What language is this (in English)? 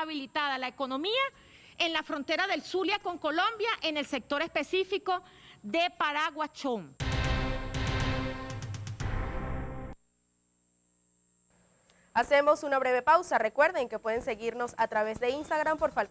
Spanish